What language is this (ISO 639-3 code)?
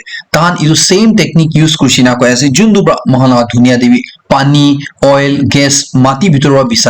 nag